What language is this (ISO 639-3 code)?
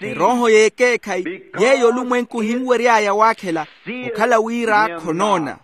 vmw